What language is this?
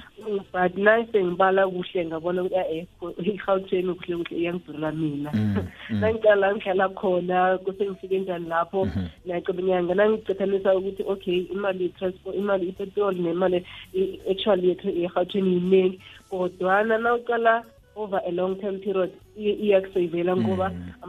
South Ndebele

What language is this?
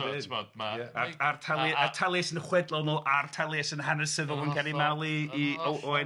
Welsh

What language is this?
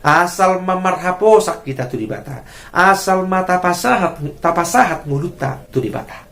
Batak Toba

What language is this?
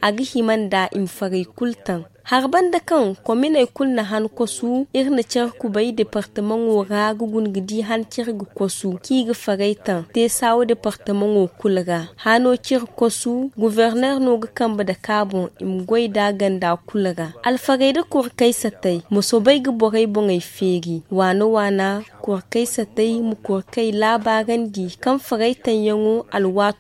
Zarma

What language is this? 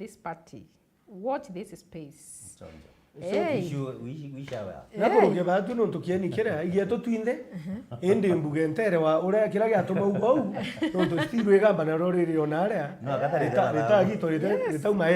Meru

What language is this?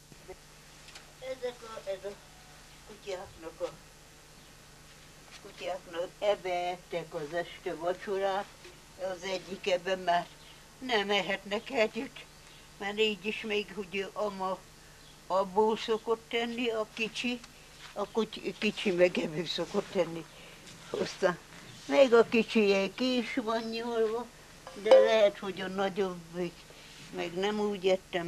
Hungarian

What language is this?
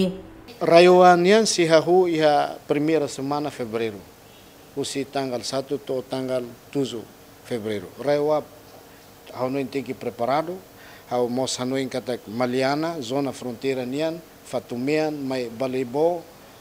Tetum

